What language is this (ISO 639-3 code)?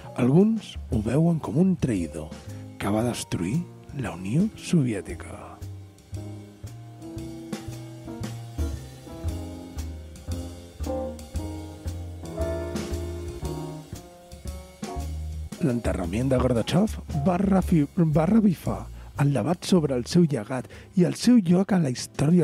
cat